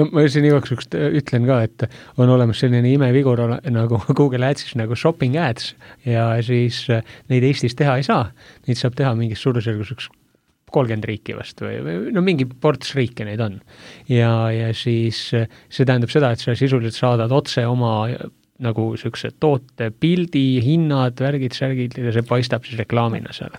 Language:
Estonian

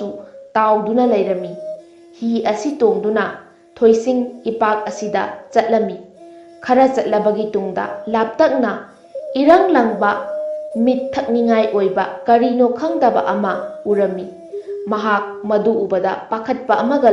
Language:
Manipuri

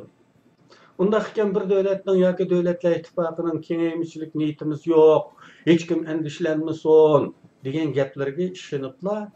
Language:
Uyghur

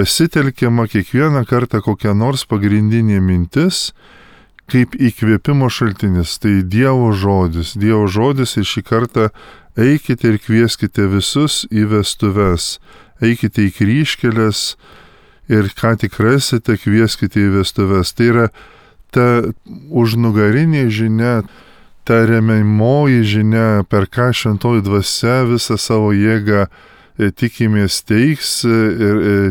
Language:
Lithuanian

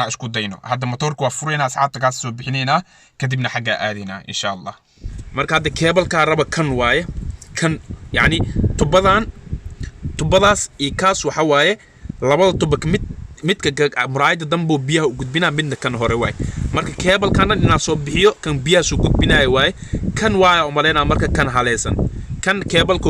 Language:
Somali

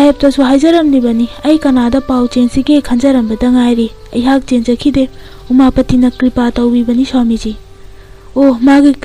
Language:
Manipuri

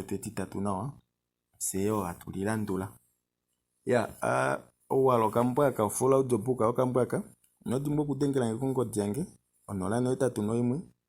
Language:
Kuanyama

